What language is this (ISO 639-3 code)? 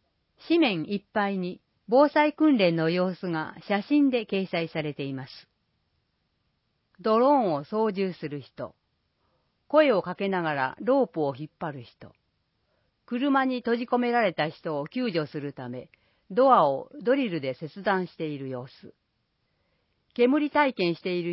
jpn